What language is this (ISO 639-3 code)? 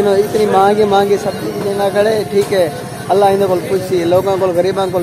skr